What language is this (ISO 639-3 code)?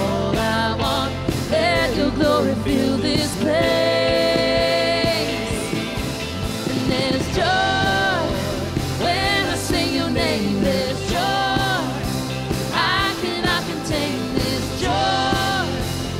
eng